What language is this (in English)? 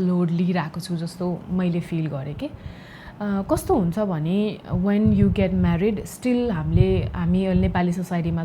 Nepali